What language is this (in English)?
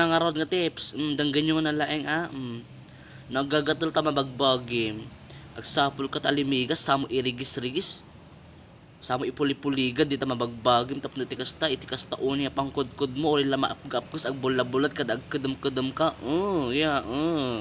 Iloko